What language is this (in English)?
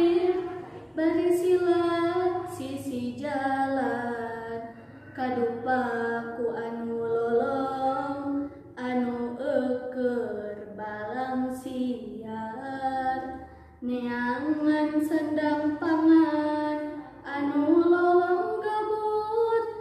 Sundanese